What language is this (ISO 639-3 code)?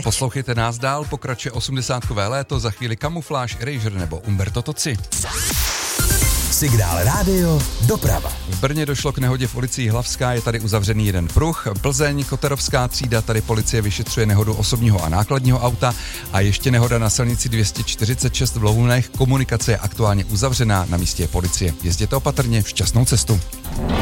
ces